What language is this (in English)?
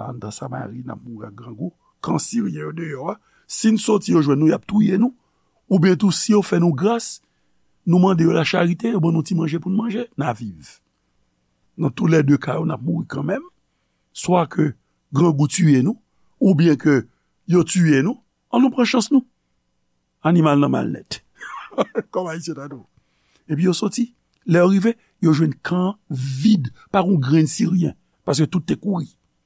Haitian Creole